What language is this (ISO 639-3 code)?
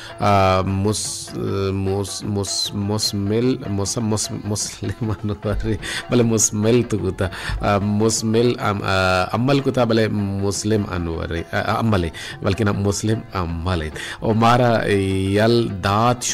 bal